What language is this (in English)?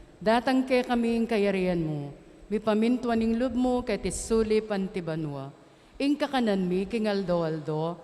Pampanga